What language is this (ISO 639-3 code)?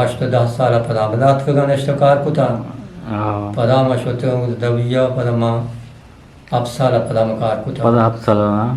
bgp